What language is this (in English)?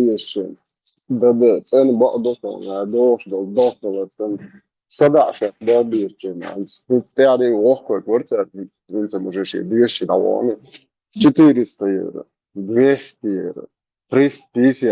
Chechen